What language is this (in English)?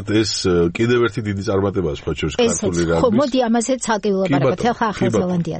Georgian